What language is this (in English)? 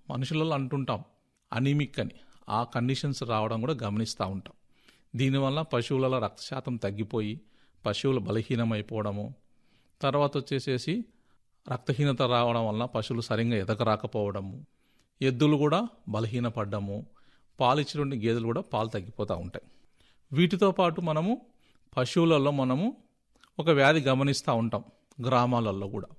Telugu